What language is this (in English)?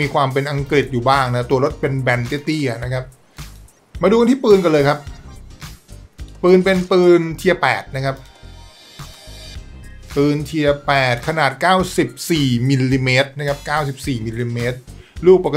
Thai